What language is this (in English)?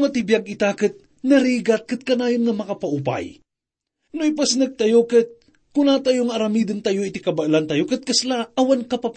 Iloko